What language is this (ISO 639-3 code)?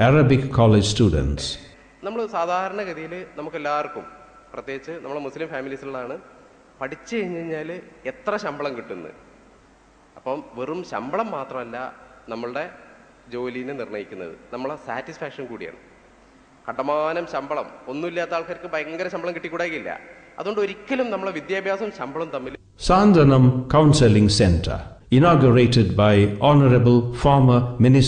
mal